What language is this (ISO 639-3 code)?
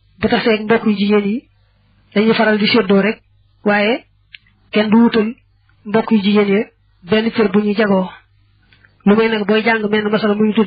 wol